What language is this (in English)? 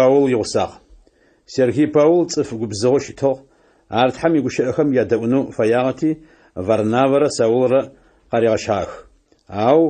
Adyghe